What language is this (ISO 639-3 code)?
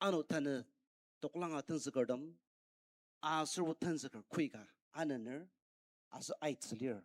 njo